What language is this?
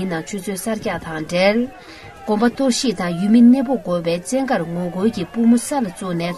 Tibetan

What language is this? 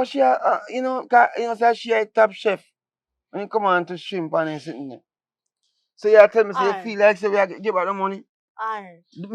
Jamaican Creole English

